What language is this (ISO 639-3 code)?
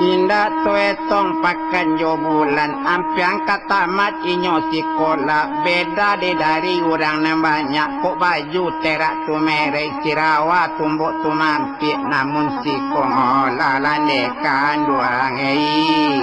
min